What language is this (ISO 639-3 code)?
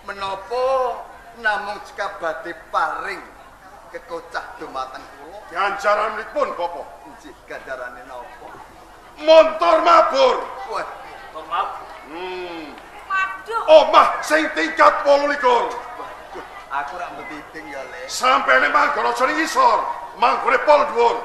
jav